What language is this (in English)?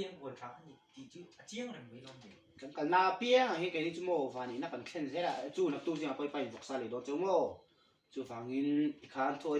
Mizo